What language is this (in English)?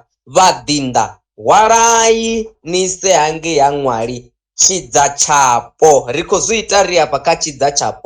Venda